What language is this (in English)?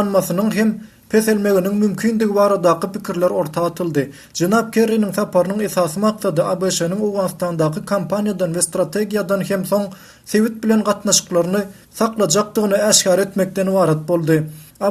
Turkmen